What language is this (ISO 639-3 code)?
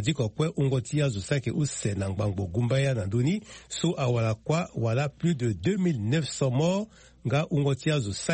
sag